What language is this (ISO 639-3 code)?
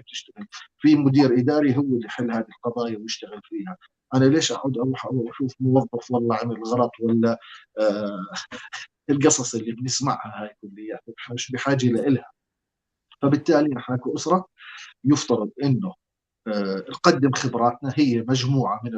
apc